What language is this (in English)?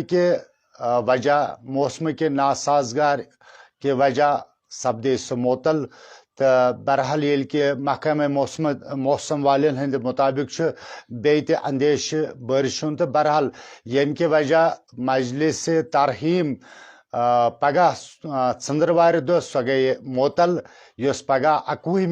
Kashmiri